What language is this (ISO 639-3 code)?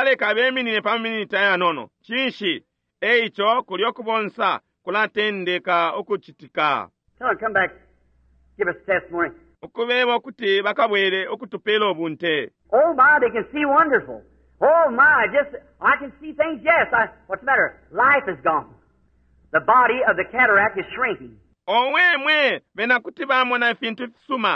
bem